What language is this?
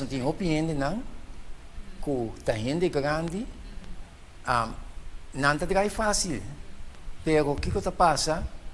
Papiamento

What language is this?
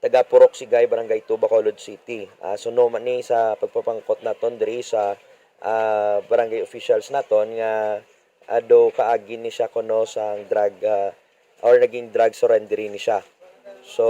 Hiligaynon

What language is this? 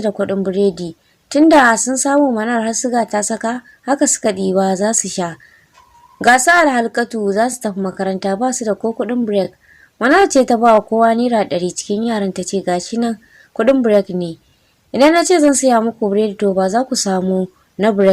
Hausa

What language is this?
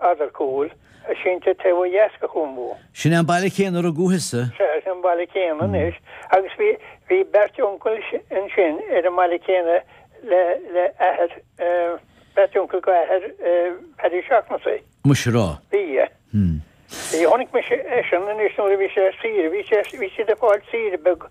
Irish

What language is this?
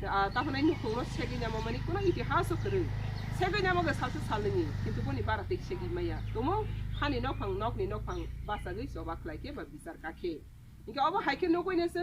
Kok Borok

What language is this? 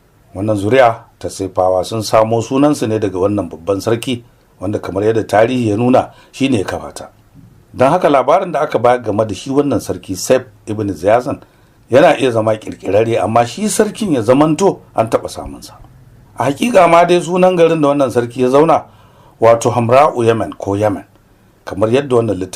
Hausa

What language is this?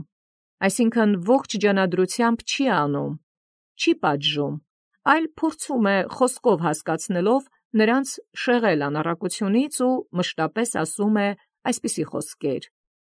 Armenian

